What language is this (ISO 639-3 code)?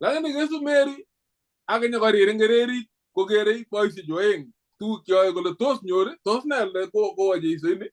kln